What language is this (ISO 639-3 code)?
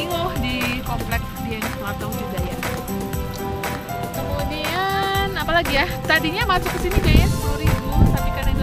ind